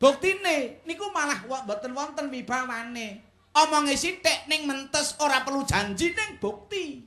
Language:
Javanese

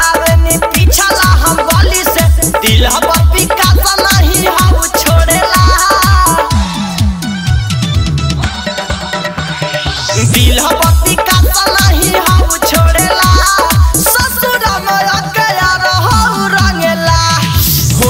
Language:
Bhojpuri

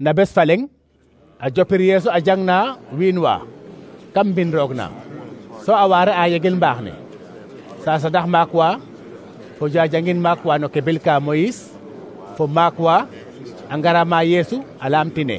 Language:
Serer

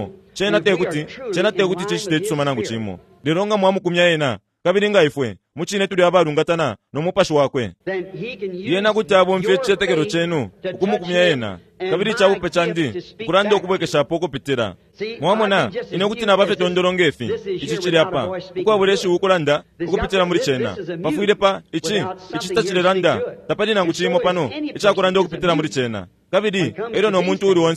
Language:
Bemba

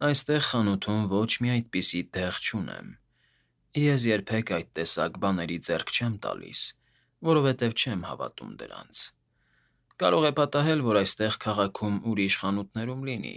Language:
Armenian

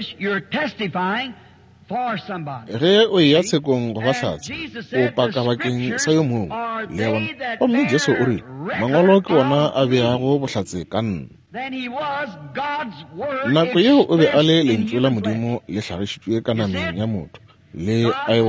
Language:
Northern Sotho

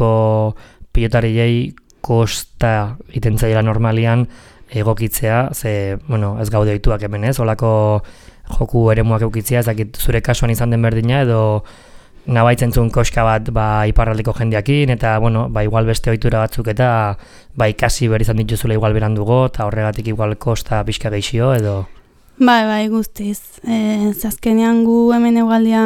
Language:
Basque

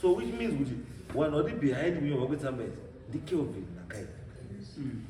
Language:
Shona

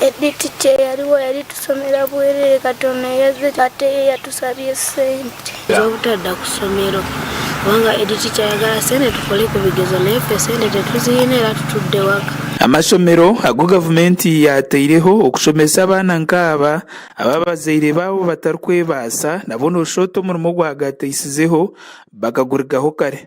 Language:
Nyankole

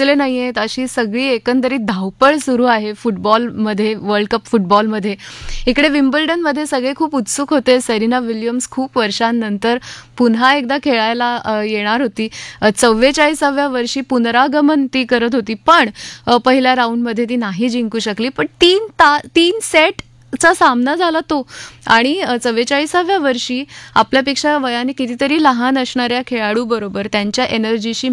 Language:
Marathi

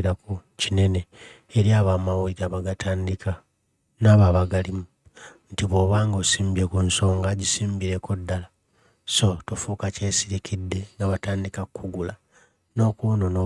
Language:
Ganda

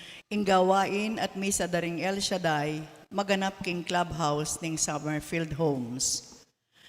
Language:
Pampanga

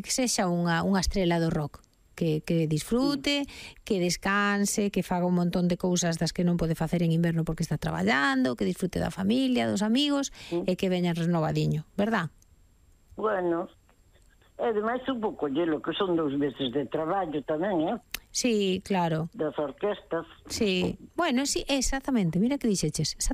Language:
Galician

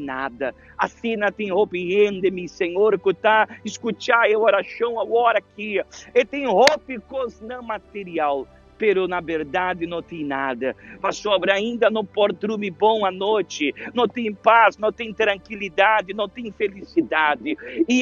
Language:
Papiamento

